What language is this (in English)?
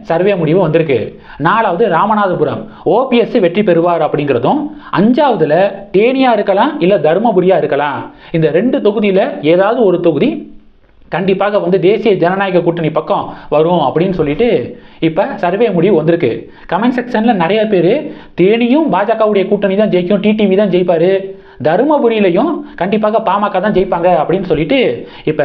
Tamil